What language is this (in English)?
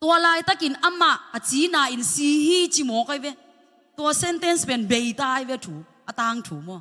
Tedim Chin